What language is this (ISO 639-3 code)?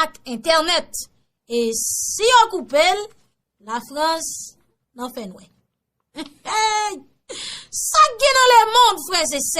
hat